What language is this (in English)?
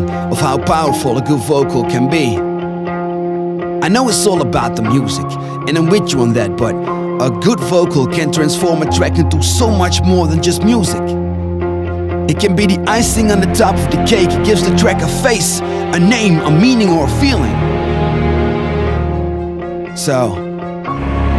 English